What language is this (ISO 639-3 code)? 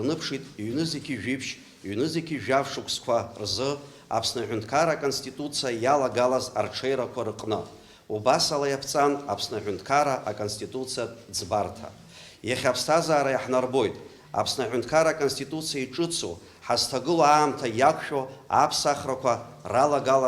abk